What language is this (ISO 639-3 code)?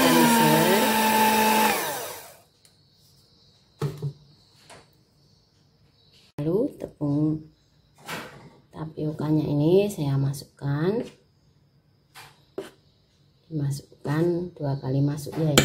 ind